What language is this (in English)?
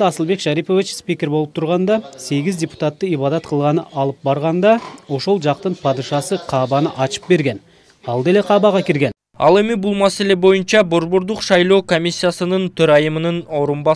Kyrgyz